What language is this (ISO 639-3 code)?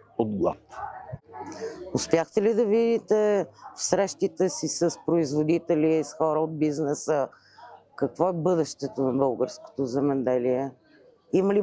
bul